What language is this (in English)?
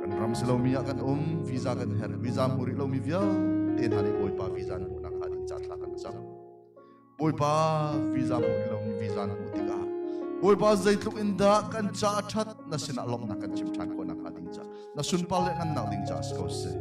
Hakha Chin